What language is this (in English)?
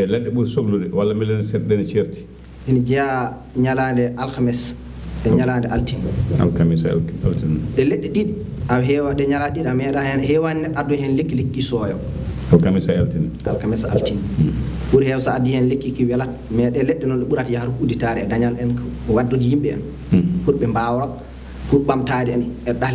Fula